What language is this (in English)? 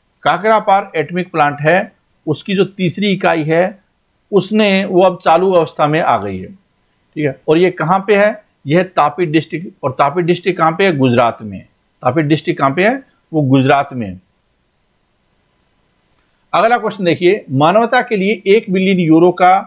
Hindi